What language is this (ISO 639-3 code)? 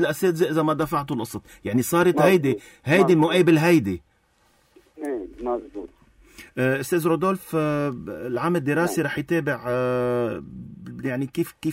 apc